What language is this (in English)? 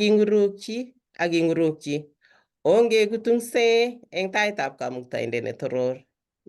Kalenjin